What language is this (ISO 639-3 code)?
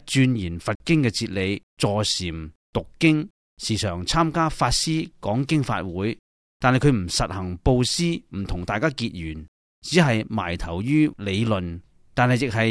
yue